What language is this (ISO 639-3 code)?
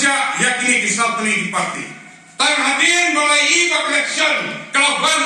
kha